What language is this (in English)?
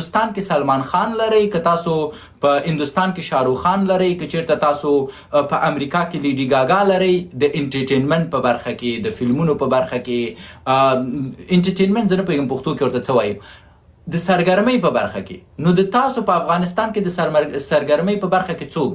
Pashto